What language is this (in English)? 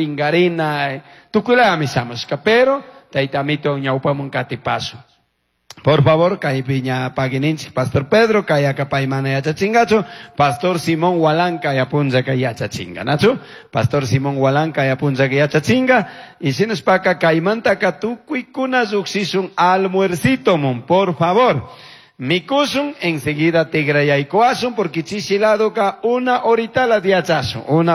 Chimborazo Highland Quichua